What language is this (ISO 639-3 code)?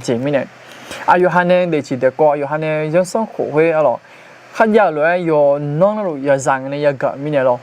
ahk